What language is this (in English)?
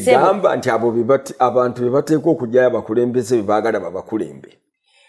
Ganda